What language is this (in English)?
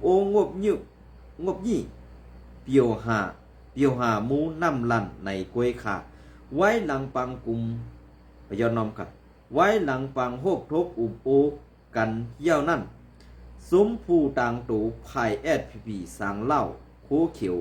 Shan